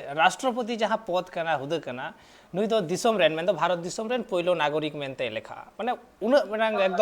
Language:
Santali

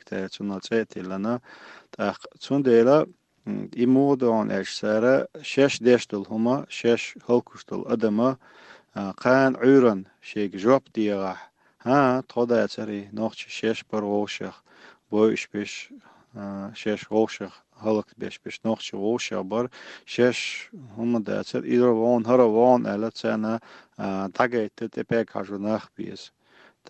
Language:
Chechen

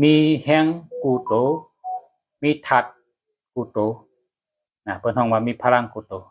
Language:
Shan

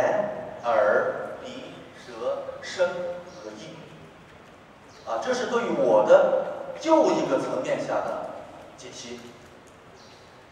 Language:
Chinese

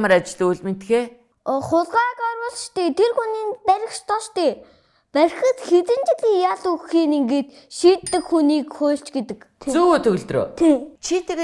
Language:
Mongolian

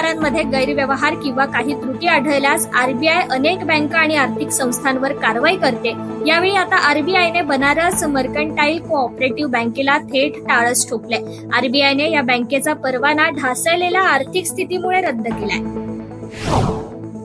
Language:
Marathi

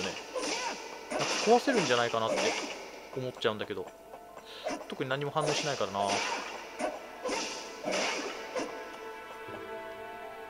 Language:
Japanese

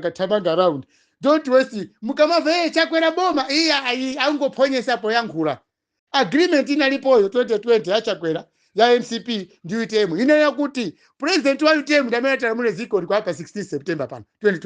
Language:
Nyanja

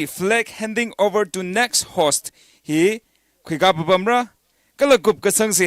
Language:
Tangkhul Naga (India)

